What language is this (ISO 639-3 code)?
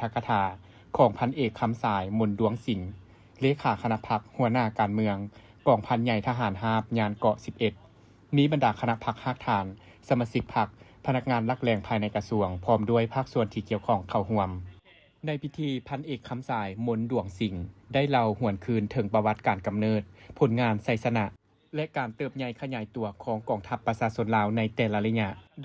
lao